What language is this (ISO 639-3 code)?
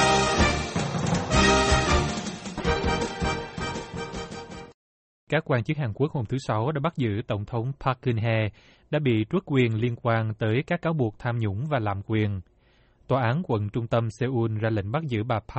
vie